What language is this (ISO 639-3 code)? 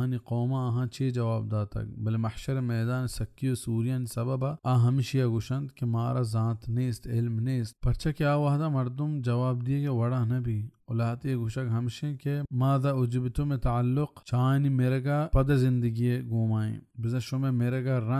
bal